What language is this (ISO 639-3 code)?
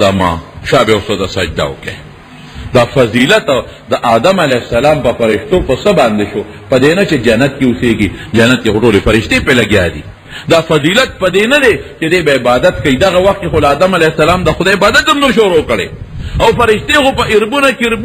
pus